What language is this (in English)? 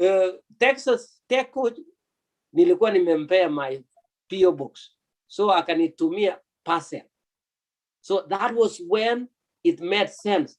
Kalenjin